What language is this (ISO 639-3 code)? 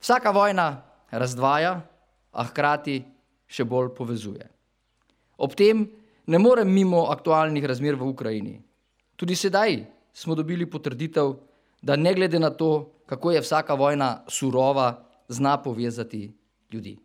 slv